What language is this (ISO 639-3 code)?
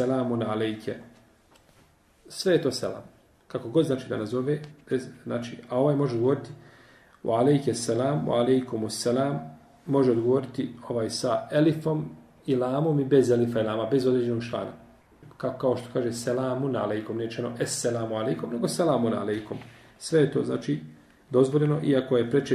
bos